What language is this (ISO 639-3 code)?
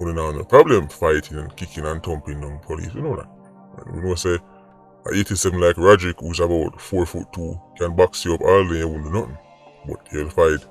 jam